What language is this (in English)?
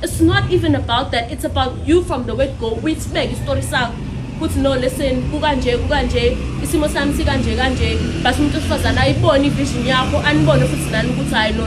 Zulu